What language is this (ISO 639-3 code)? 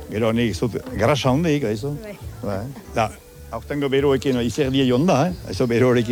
eus